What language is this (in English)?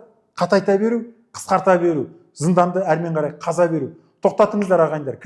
Kazakh